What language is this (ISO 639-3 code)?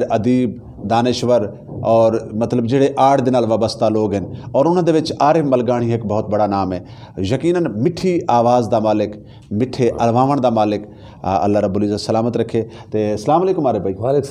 skr